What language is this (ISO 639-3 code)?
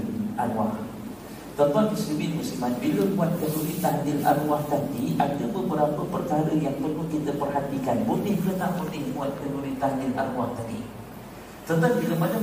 msa